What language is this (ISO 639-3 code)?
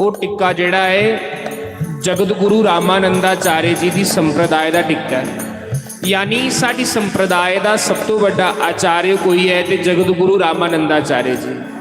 doi